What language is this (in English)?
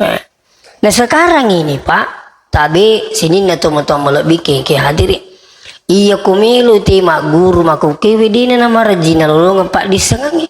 Buginese